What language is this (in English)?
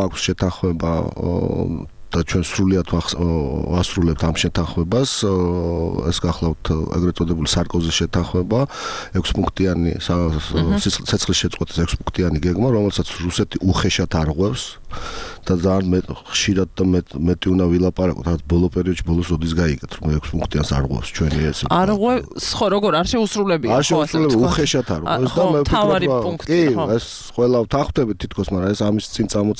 Georgian